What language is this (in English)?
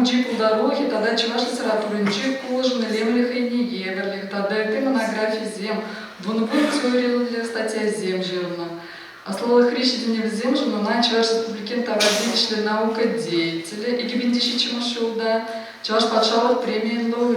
Chuvash